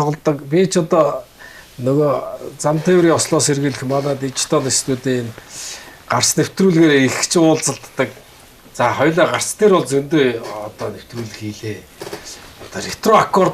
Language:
Mongolian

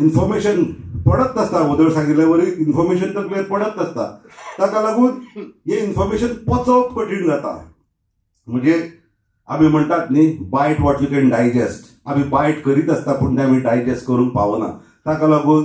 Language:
Konkani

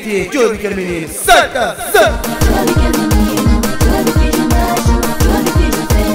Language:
Kabuverdianu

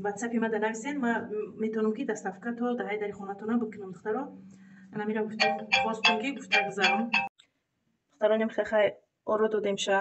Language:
Tajik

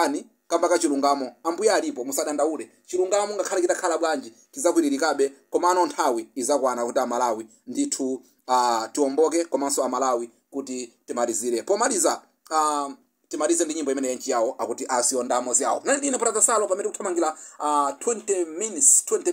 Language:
Nyanja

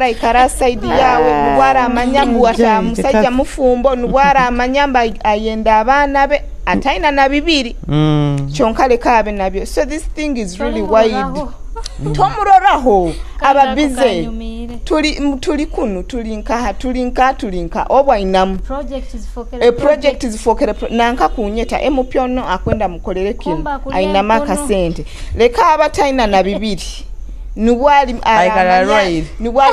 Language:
Nyoro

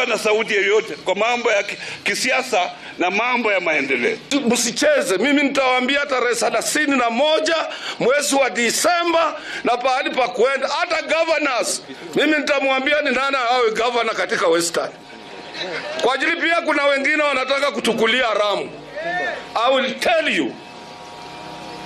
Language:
Swahili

